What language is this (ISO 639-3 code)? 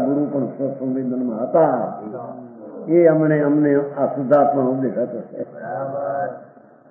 guj